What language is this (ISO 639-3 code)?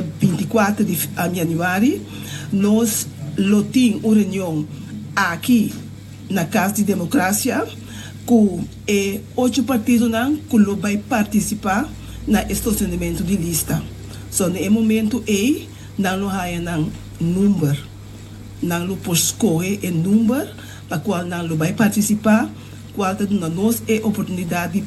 pap